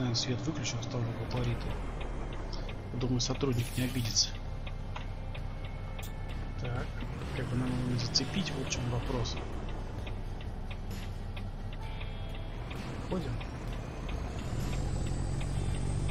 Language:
Russian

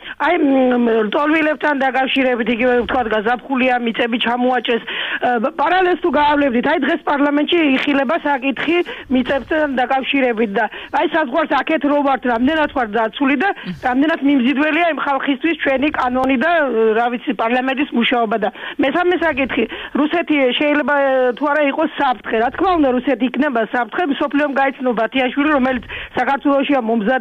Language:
Georgian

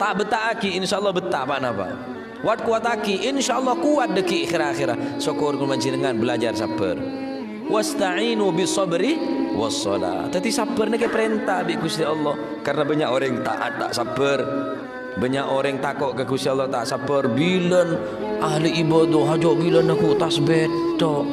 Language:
Madurese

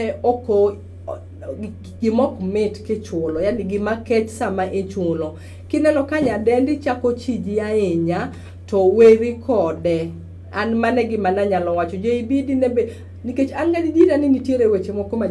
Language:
Luo (Kenya and Tanzania)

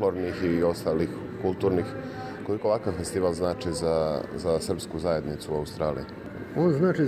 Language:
Serbian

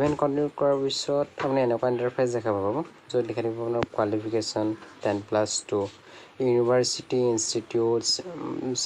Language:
Assamese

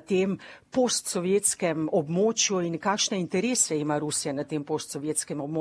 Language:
Slovenian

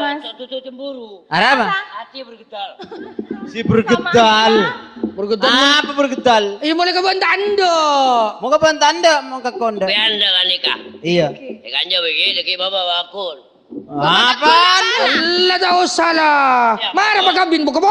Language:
Madurese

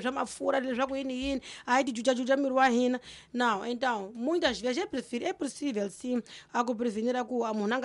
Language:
Tsonga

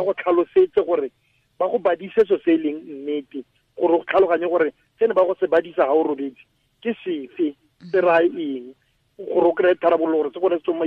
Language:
Tswana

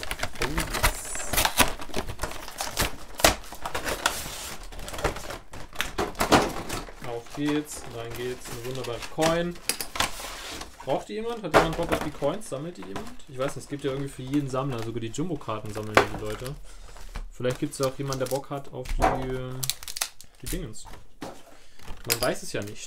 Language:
German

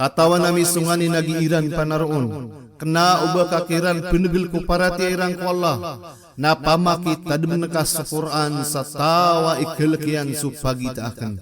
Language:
Maranao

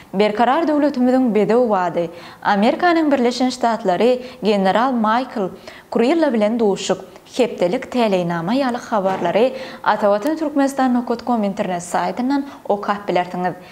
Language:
Turkmen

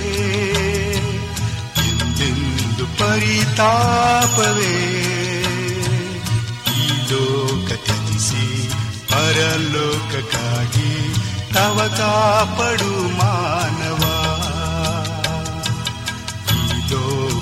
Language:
Kannada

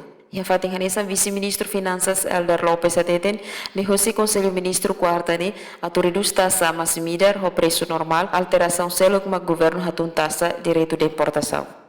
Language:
Tetum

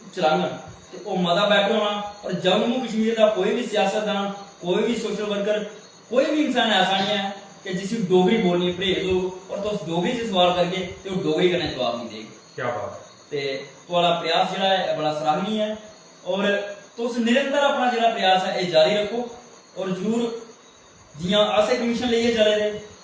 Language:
Dogri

